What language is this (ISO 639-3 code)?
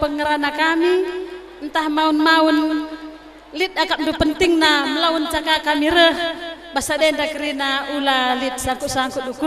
btx